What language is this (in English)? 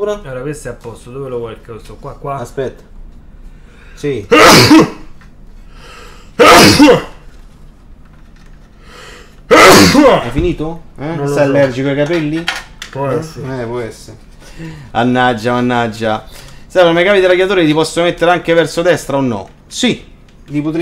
Italian